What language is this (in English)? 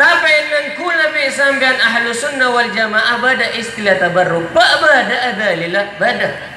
Madurese